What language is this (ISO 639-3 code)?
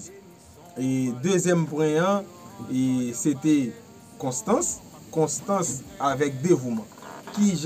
hat